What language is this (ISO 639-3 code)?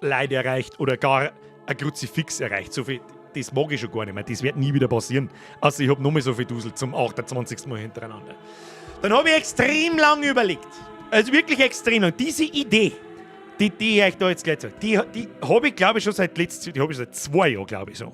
bar